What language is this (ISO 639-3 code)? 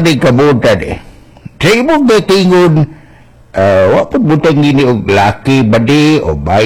ceb